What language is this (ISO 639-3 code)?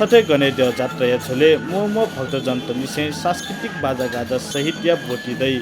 new